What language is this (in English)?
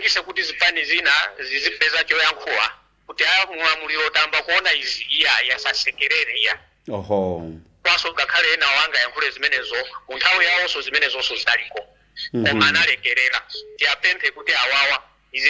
Nyanja